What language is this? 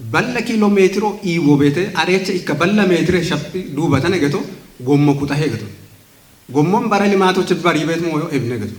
Kafa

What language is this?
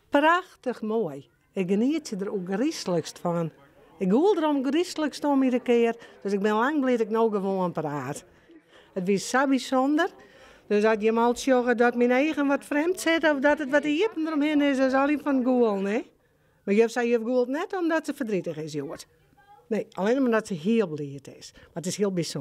Western Frisian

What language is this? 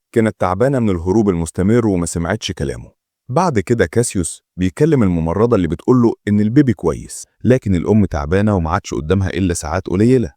Egyptian Arabic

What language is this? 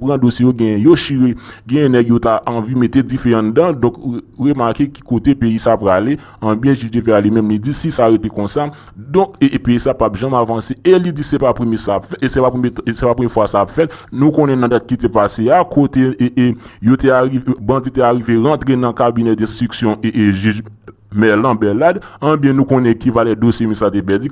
Haitian Creole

